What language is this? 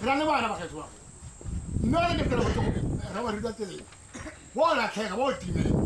Tswana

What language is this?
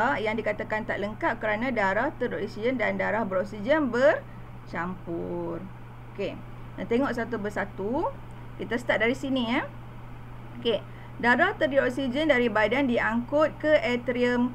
Malay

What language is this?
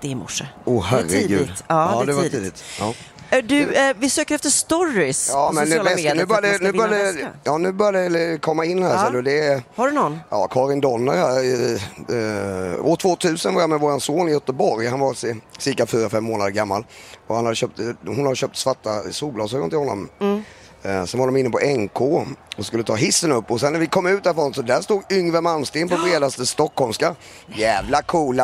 Swedish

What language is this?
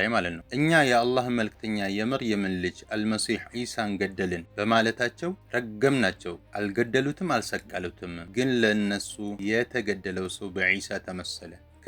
Amharic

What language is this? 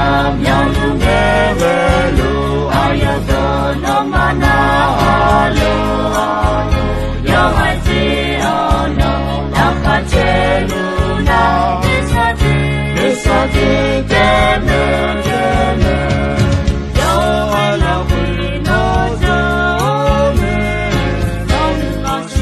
Akha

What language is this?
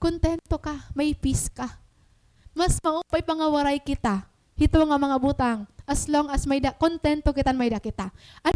Waray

